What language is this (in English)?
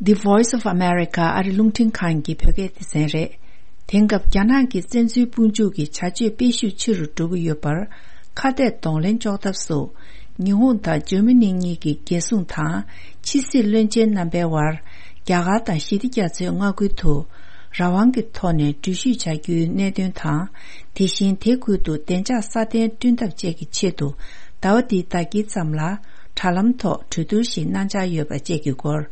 Tibetan